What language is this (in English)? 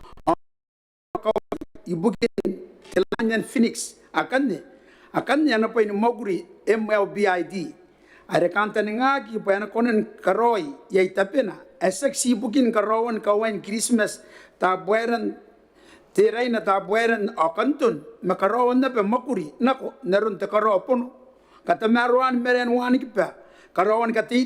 Gilbertese